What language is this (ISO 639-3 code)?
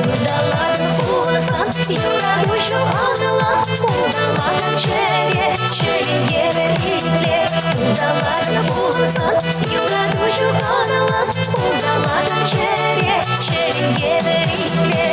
chv